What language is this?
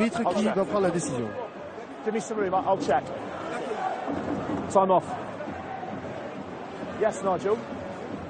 French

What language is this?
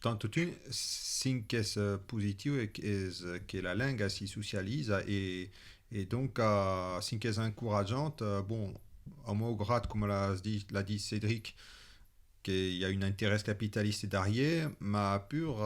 Occitan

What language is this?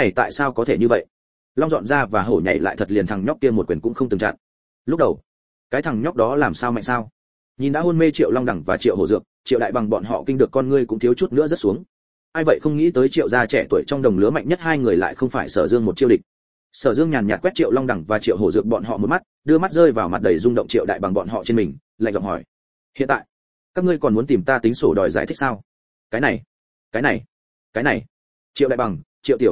Vietnamese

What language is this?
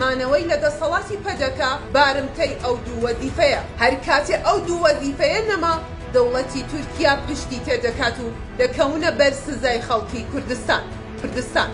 Central Kurdish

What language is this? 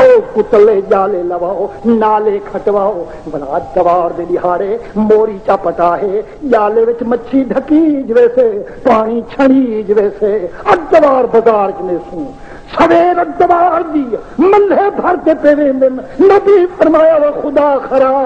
Saraiki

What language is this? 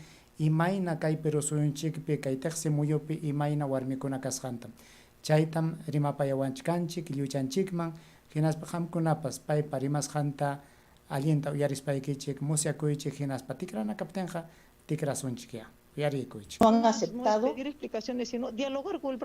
Ayacucho Quechua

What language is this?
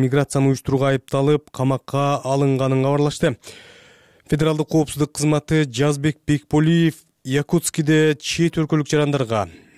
Kyrgyz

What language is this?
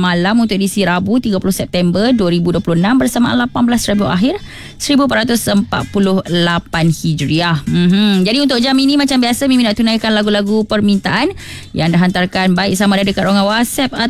Malay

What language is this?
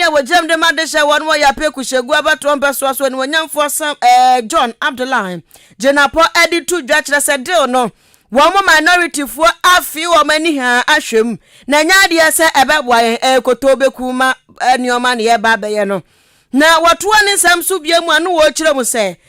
Akan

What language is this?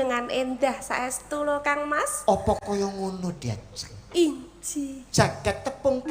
Javanese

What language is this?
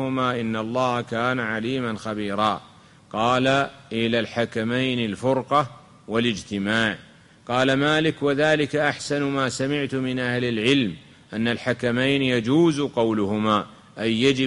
Arabic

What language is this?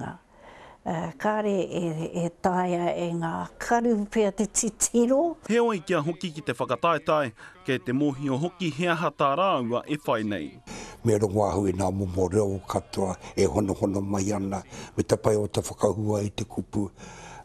Māori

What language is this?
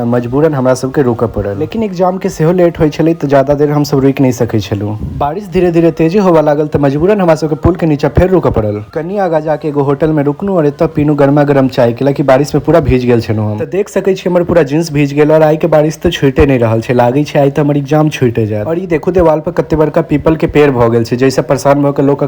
Maithili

